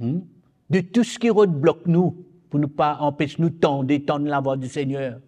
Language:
Morisyen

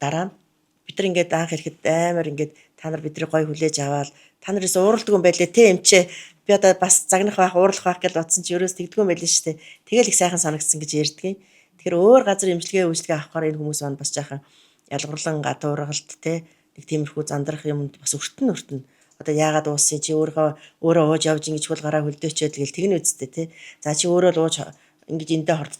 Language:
Mongolian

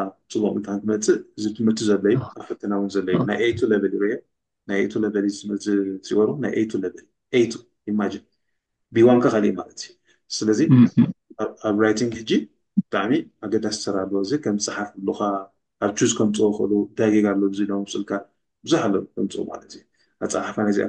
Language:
Tigrinya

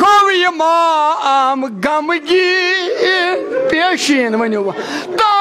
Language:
Kashmiri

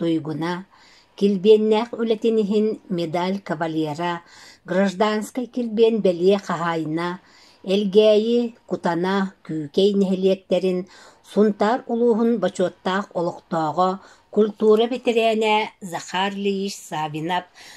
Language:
Yakut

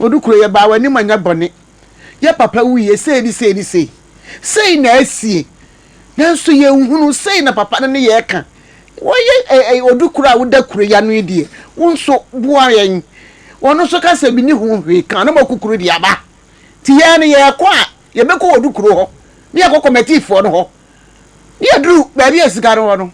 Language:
Akan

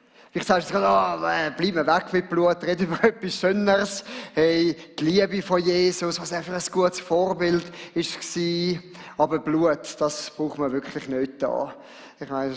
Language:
Swiss German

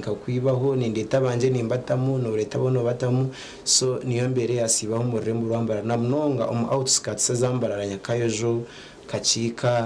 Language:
Nyankole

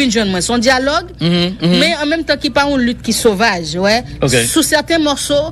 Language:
French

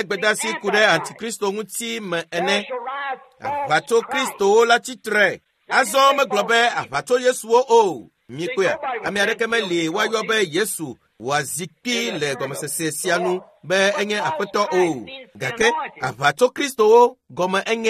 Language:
Ewe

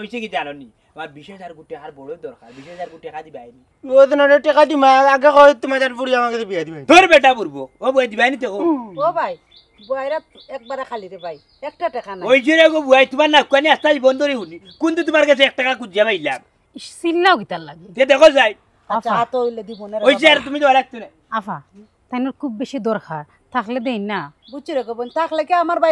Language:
Sylheti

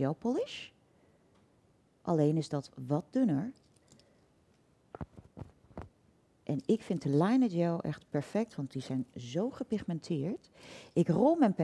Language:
Dutch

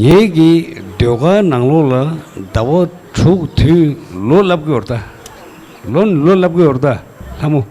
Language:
Tibetan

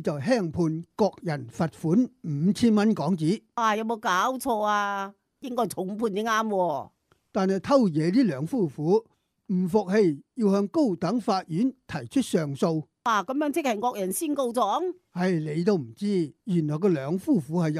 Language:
Cantonese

